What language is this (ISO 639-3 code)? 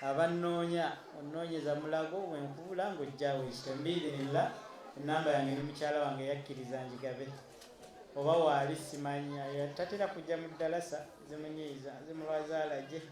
lug